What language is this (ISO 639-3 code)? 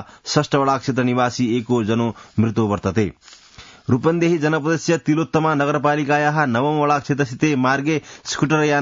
san